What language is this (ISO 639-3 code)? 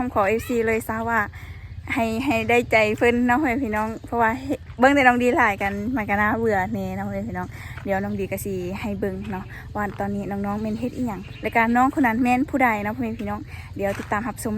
lao